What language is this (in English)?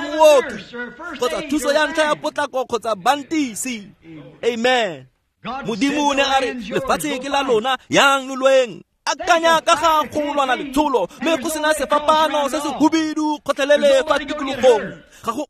Tswana